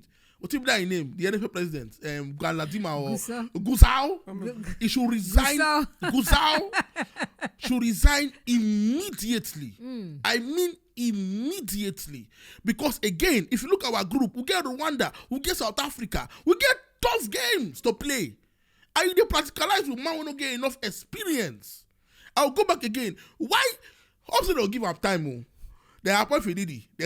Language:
Nigerian Pidgin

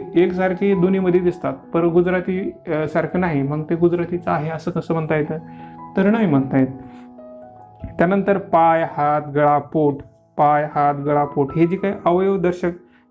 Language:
Marathi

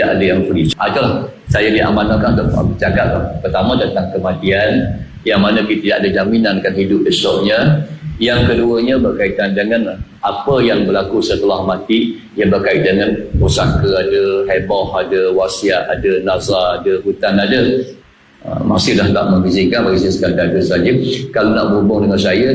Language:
Malay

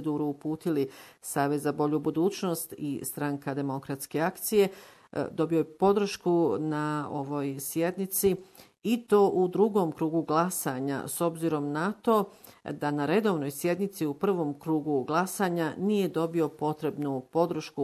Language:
Bosnian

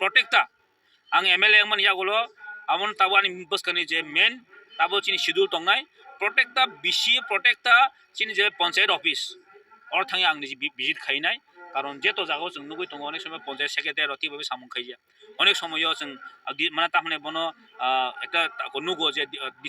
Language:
Kok Borok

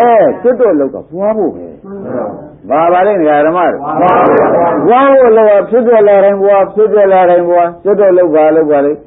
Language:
Burmese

